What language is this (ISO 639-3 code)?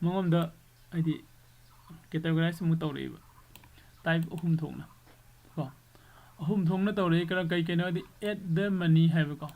mni